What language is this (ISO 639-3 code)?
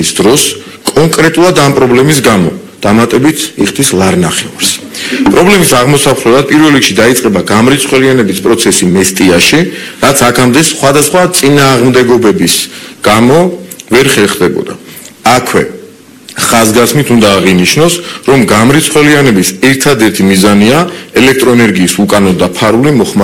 kat